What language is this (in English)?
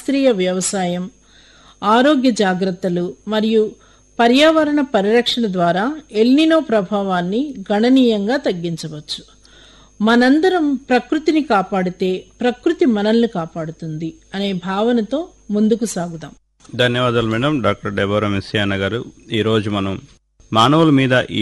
Telugu